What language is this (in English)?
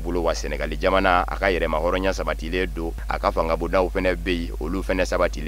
Bambara